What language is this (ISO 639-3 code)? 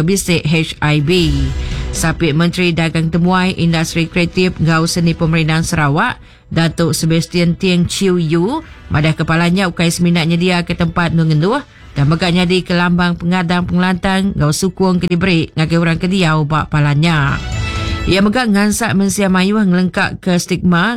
iba